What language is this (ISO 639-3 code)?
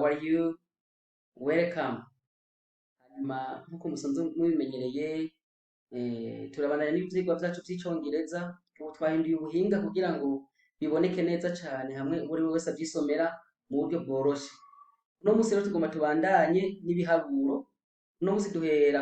run